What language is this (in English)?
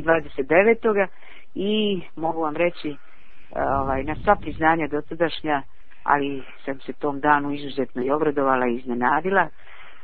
Croatian